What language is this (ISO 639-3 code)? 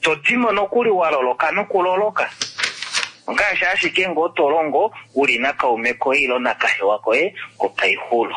kua